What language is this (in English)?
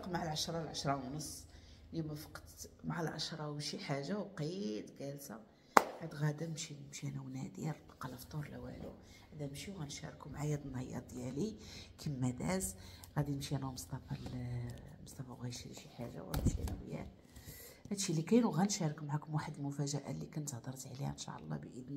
Moroccan Arabic